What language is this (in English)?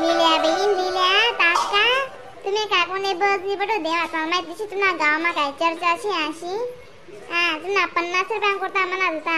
Khandesi